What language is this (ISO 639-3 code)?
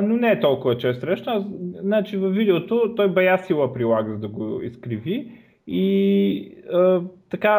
bul